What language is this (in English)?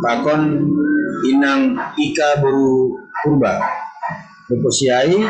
Batak Simalungun